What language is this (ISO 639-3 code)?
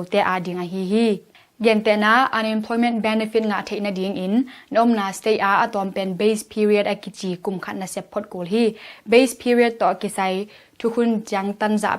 ctd